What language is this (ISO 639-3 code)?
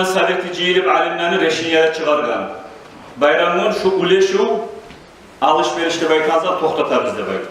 kum